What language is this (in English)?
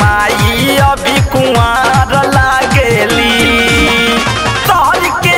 Bhojpuri